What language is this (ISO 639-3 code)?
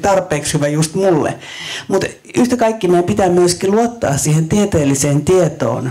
fin